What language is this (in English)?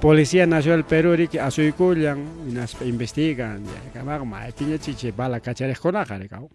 Ayacucho Quechua